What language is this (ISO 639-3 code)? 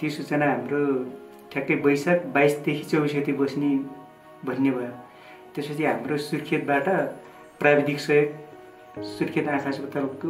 nep